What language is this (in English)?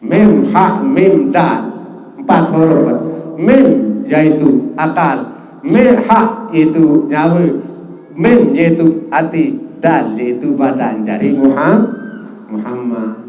Sasak